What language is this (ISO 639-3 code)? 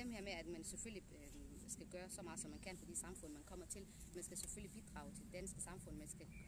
dan